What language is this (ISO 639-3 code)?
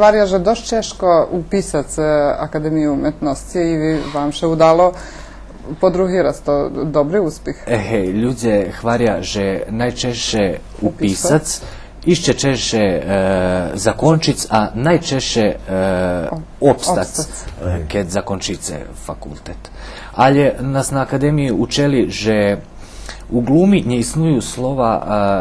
rue